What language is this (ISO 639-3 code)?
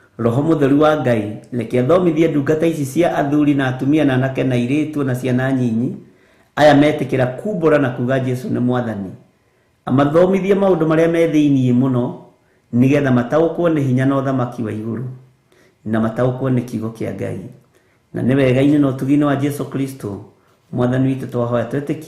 kik